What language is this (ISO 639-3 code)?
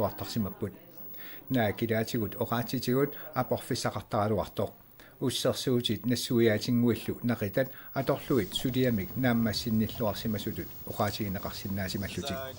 kal